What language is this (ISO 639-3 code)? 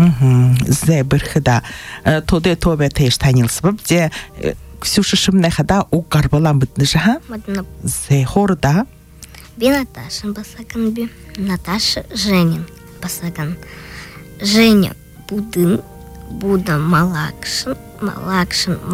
bua